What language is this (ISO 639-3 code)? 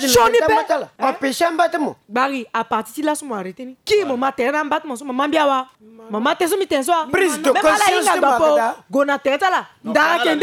sag